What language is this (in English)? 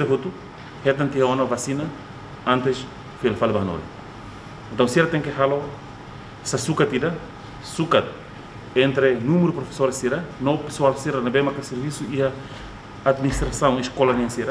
Tetum